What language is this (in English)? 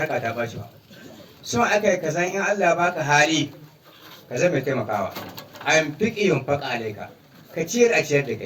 Hausa